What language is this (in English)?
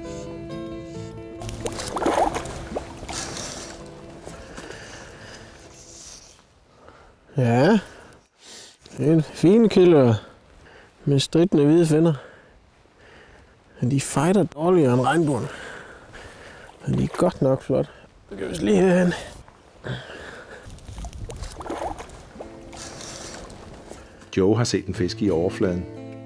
Danish